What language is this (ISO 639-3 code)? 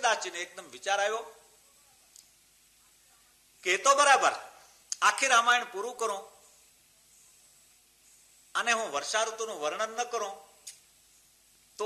guj